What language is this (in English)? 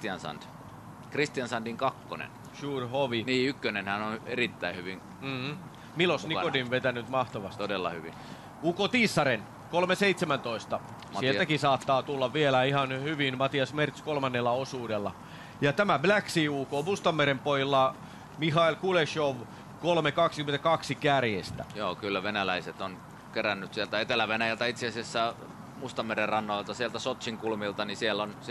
Finnish